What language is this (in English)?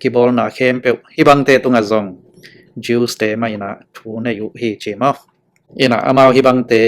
Tedim Chin